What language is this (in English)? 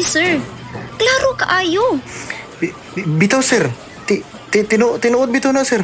Cebuano